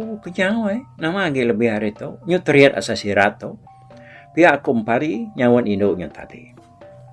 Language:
Iban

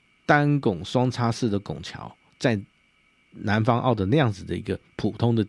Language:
Chinese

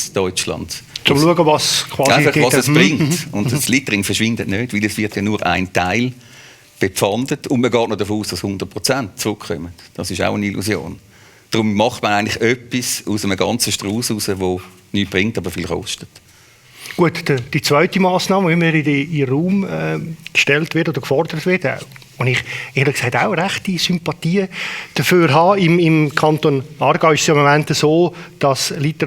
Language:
Swiss German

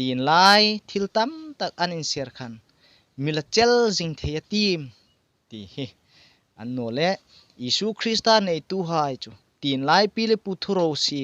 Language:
Hmar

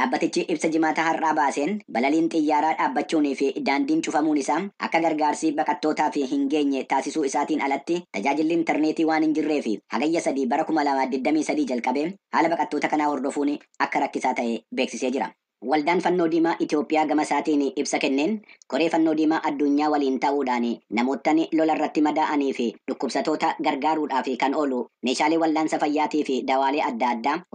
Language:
Oromo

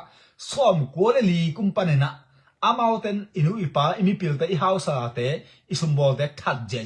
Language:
Tedim Chin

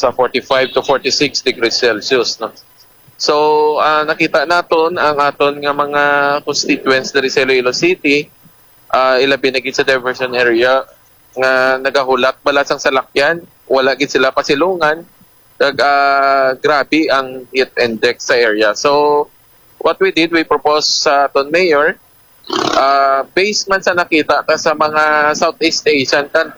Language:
Hiligaynon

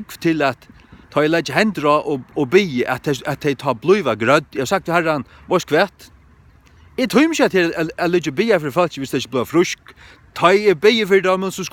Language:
Faroese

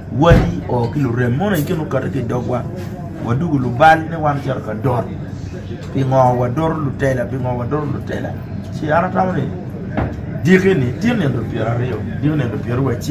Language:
Acoli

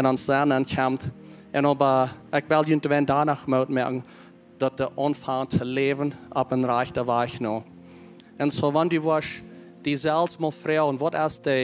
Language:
Plautdietsch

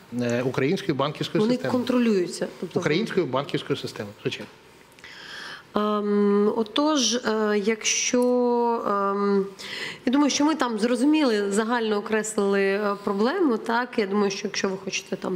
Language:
Ukrainian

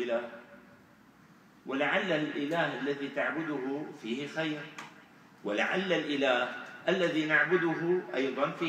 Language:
Arabic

